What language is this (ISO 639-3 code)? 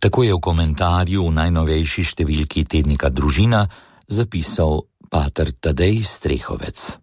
slv